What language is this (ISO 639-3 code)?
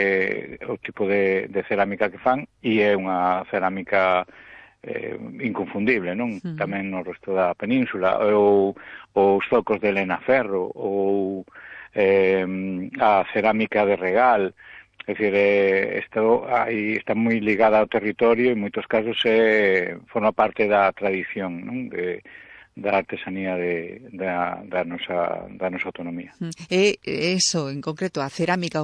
glg